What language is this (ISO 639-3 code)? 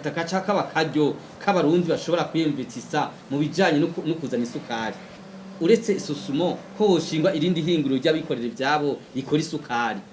run